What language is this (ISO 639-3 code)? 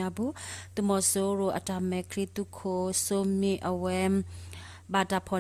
ksw